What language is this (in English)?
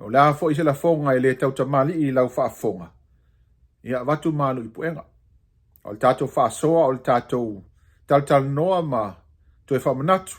Samoan